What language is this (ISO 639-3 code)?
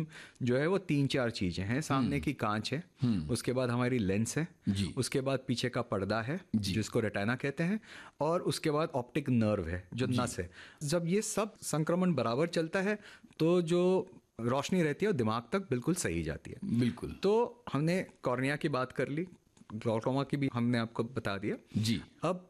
hin